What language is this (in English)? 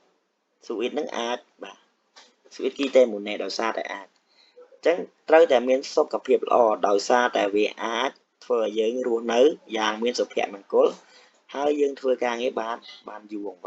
Khmer